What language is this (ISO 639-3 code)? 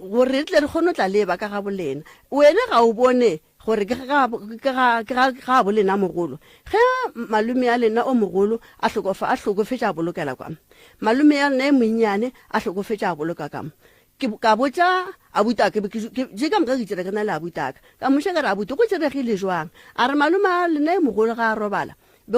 nso